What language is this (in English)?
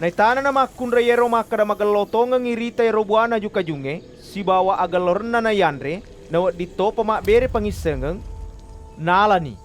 Buginese